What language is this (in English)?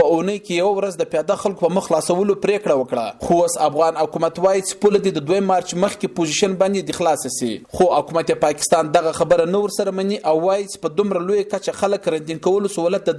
Pashto